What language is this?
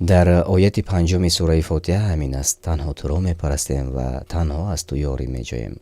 Tajik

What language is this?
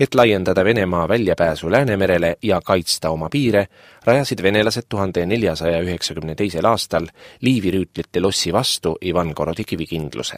Estonian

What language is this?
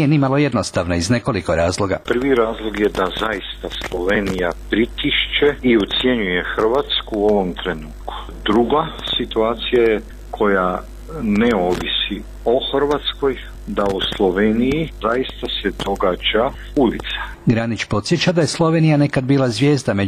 Croatian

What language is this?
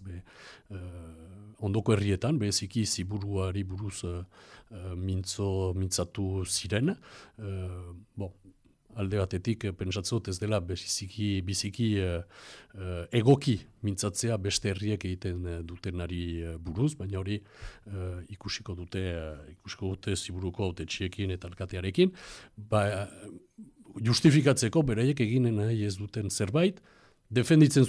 Basque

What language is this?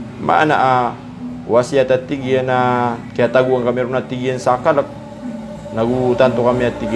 Maranao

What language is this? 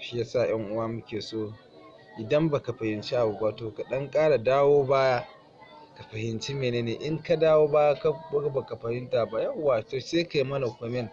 Hausa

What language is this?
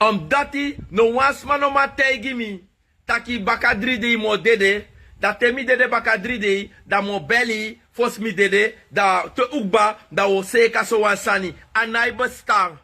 Sranan Tongo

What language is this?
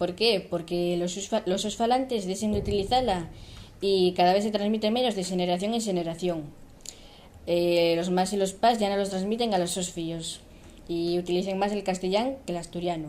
Asturian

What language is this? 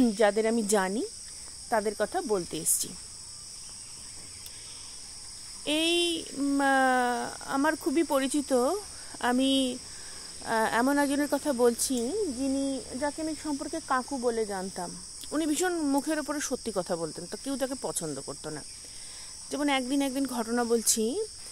Bangla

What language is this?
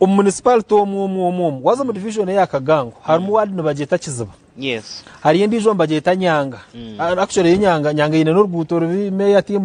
Nyankole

